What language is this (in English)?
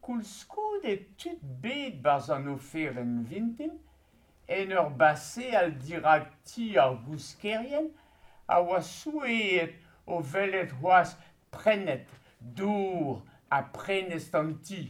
Breton